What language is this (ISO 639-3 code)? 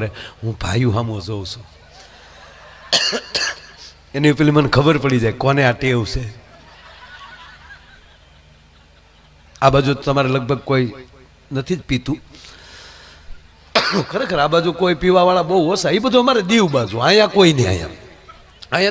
guj